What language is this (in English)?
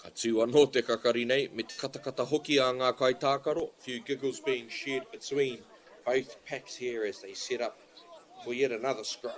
Māori